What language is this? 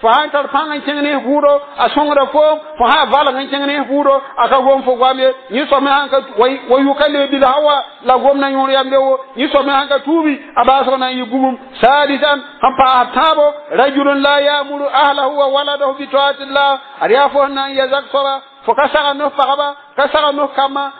Mossi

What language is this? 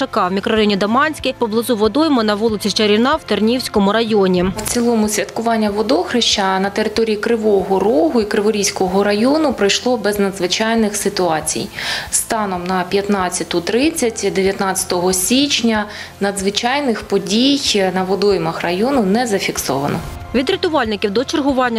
Ukrainian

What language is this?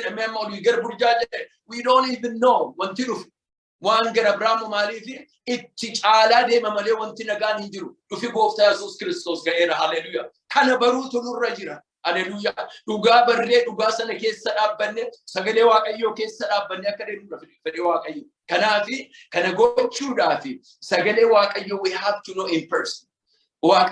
Oromo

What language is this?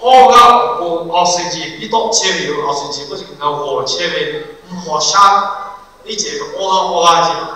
Lahu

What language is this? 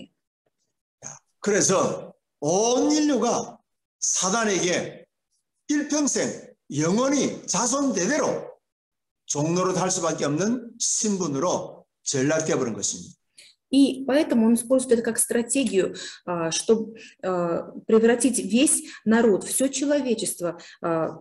Korean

